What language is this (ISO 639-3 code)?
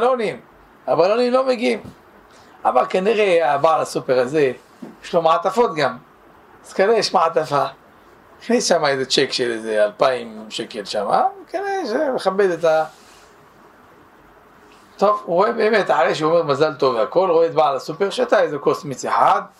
heb